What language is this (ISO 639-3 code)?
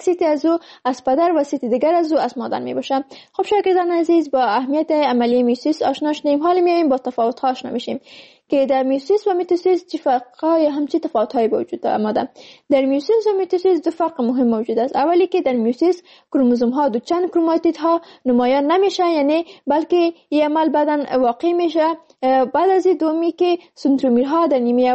fas